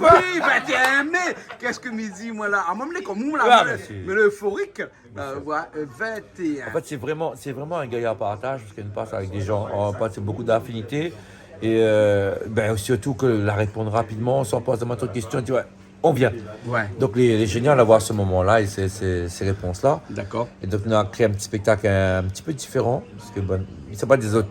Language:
Réunion Creole French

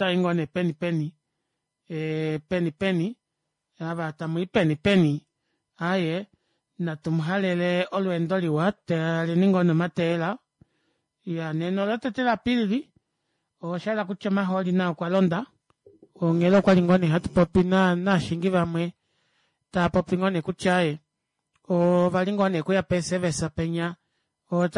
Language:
Kuanyama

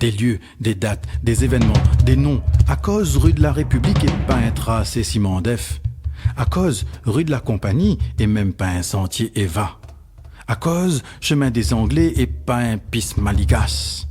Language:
Réunion Creole French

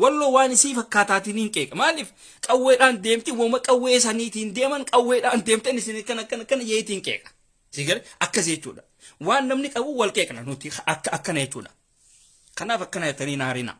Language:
Oromo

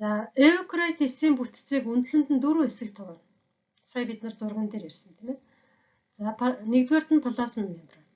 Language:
Mongolian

